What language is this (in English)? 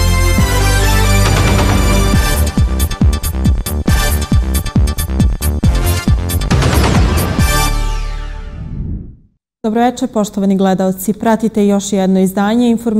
Serbian